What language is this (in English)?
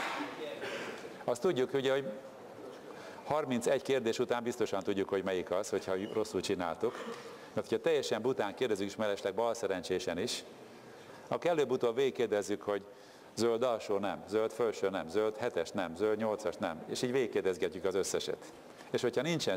Hungarian